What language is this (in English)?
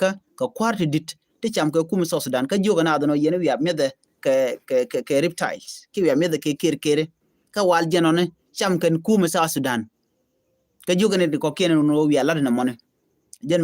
Nuer